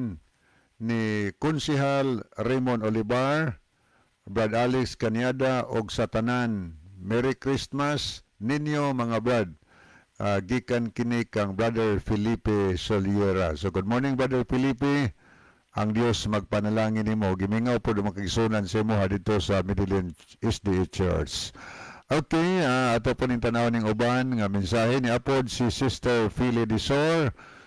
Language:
Cebuano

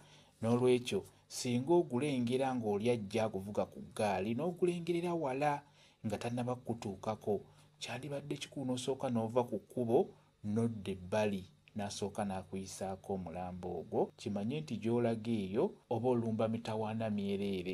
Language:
Ganda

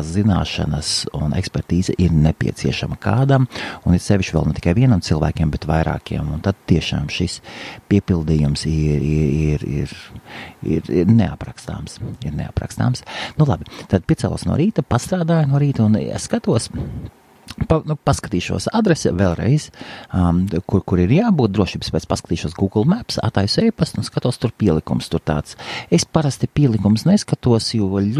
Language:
Latvian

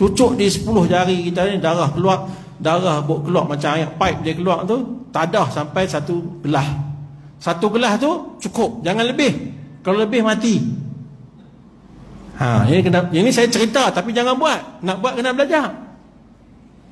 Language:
Malay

